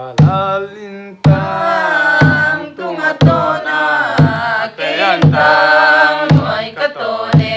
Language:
Paite Chin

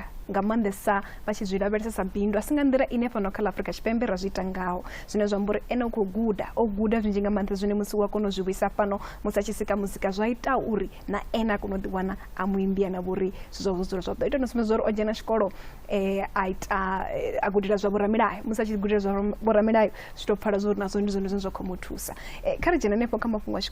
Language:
Venda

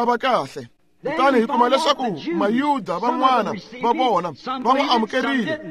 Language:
Tsonga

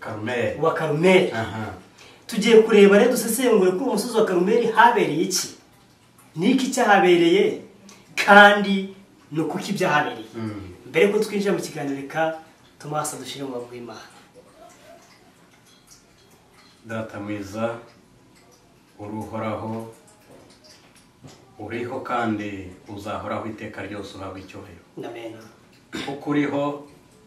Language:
Kinyarwanda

